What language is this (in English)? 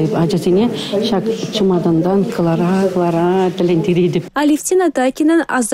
Chuvash